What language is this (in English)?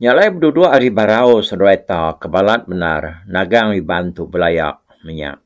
Iban